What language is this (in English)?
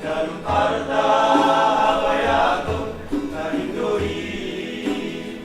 Batak Simalungun